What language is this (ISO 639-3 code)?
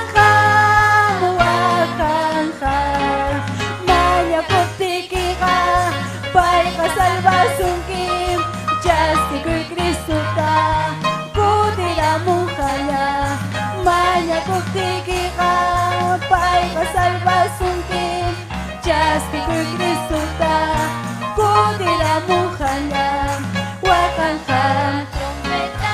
quy